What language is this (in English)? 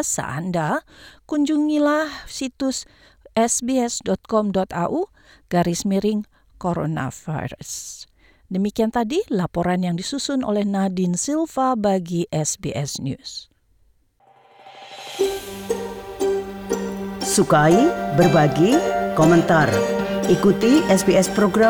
Indonesian